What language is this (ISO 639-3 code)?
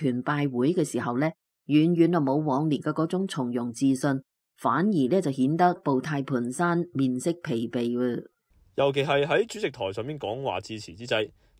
yue